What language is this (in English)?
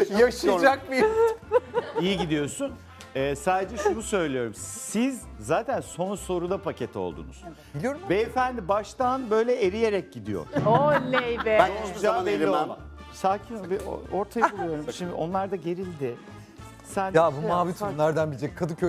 Turkish